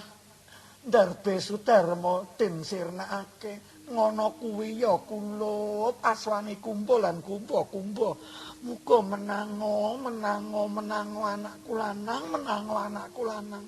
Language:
Javanese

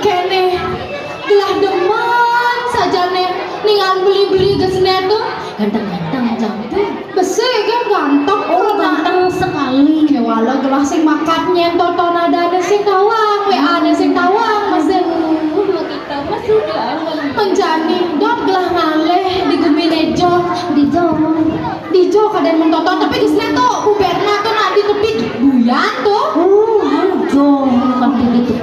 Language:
Balinese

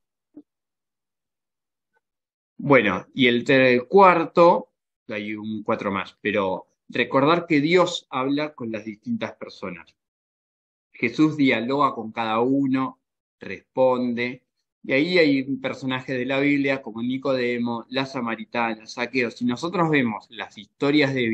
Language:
Spanish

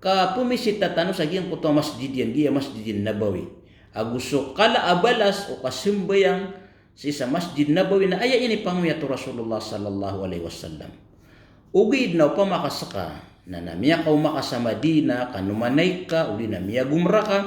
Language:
Maranao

